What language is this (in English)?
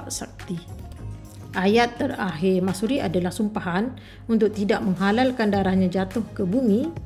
Malay